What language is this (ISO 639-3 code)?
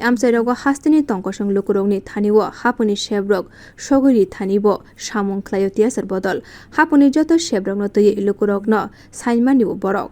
trp